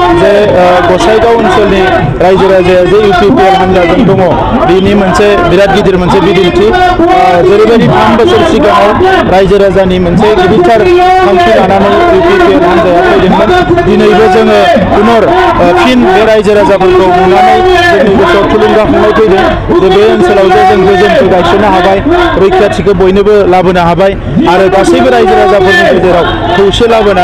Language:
Bodo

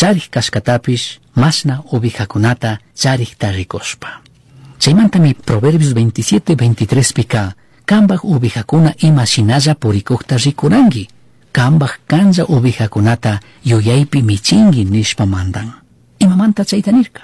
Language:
Chimborazo Highland Quichua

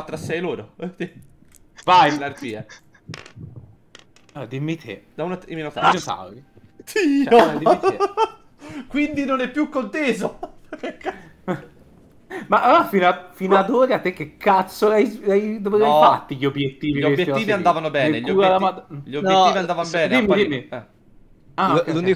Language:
Italian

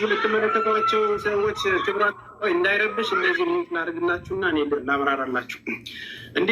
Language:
Amharic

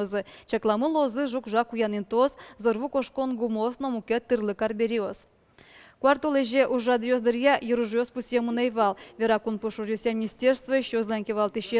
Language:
Udmurt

